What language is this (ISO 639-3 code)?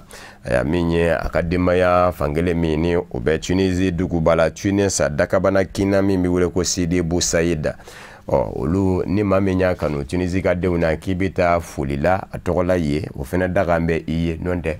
bam